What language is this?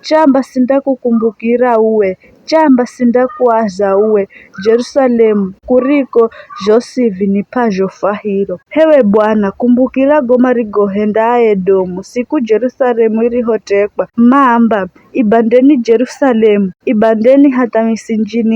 Giryama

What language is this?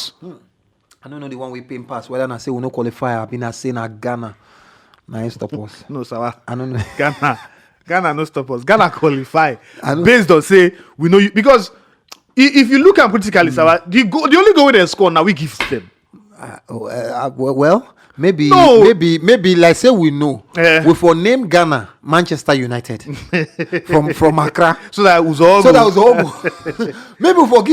Nigerian Pidgin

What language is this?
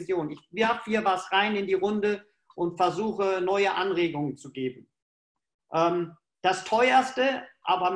German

